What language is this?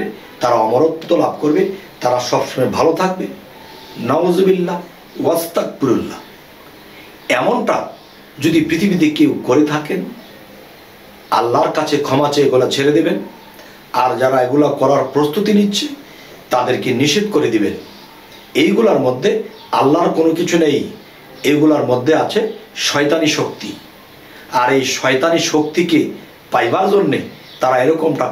Bangla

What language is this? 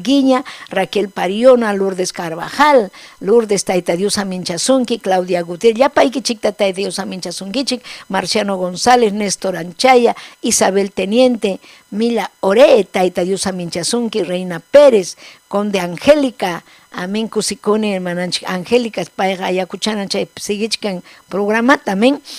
Ayacucho Quechua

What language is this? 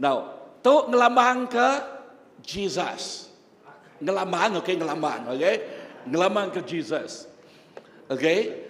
Iban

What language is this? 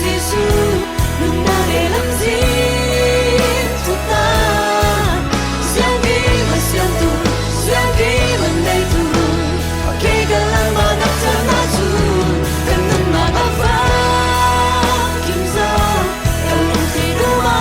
Falam Chin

